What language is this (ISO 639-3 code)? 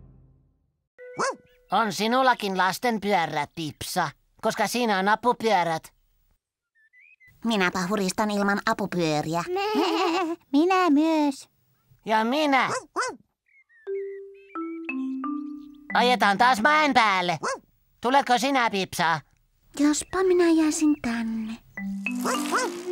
fin